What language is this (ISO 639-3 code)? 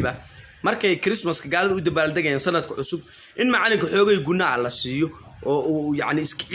som